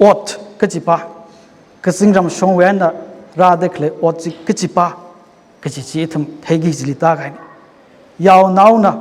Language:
Tangkhul Naga (India)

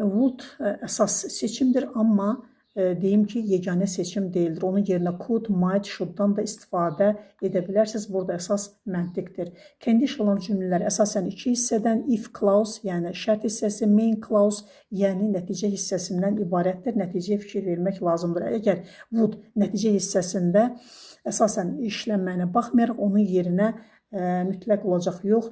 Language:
Azerbaijani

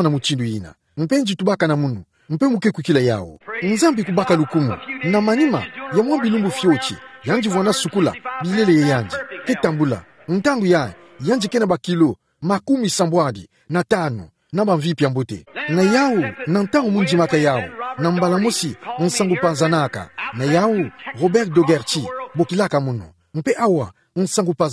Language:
Kituba (Democratic Republic of Congo)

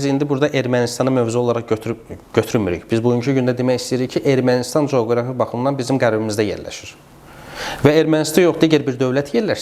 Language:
Azerbaijani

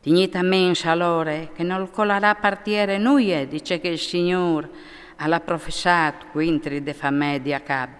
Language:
Friulian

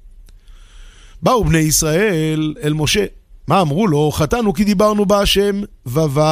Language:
Hebrew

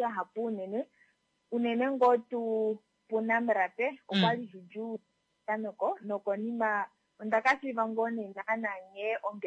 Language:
Kuanyama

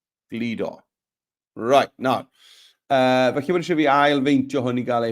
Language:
Welsh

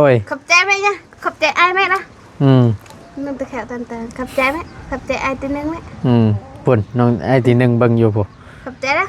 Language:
Northeastern Thai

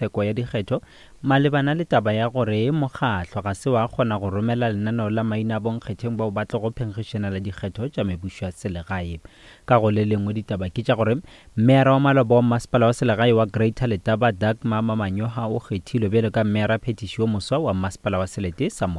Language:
Northern Sotho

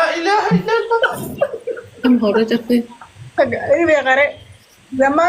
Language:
Oromo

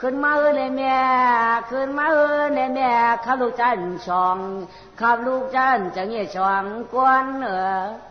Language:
Shan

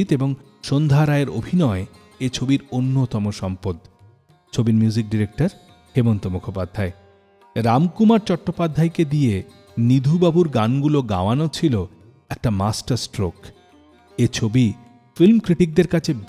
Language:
Bangla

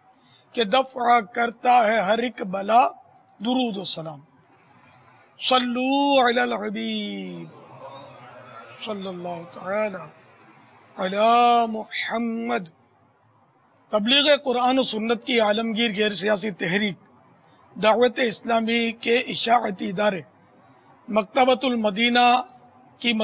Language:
Urdu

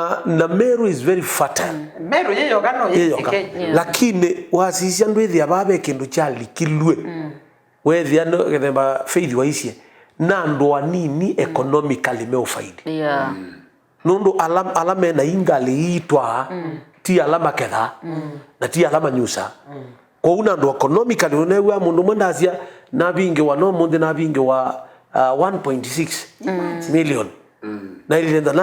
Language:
Kamba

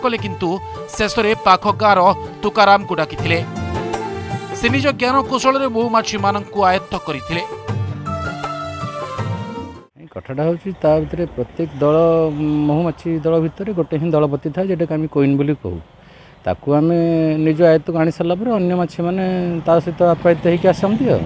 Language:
Odia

